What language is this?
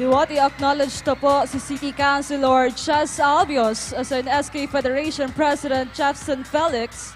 Bikol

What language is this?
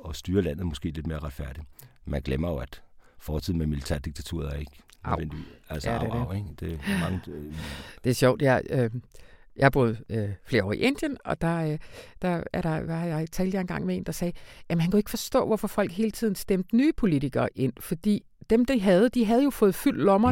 Danish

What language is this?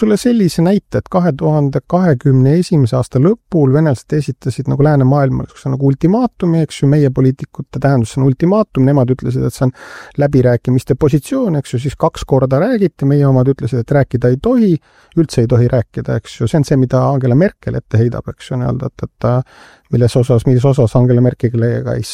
Estonian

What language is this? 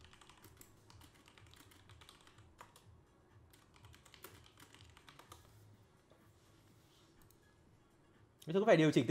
Vietnamese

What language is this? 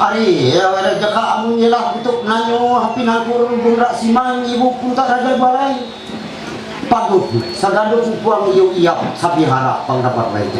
Ma'anyan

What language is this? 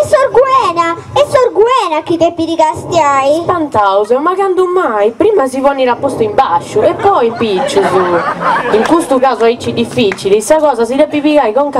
Sardinian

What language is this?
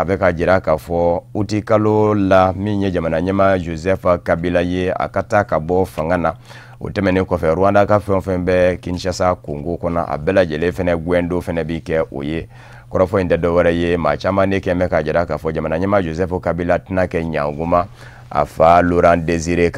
Bambara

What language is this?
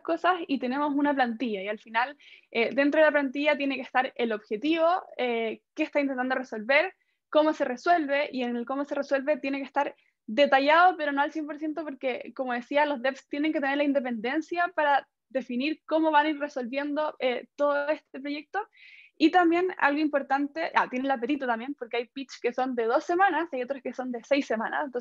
Spanish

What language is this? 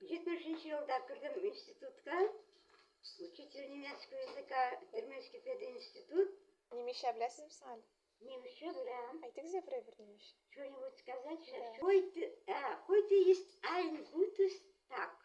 Tatar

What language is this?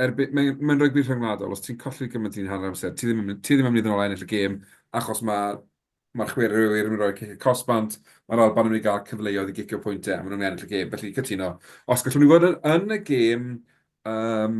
Welsh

